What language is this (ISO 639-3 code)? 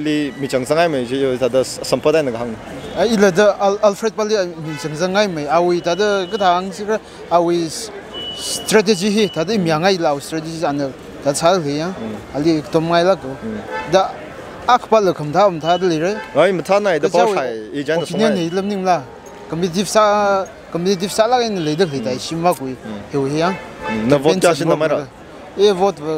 nmf